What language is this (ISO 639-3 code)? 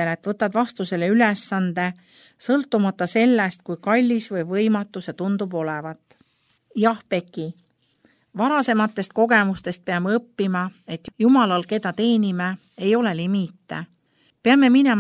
est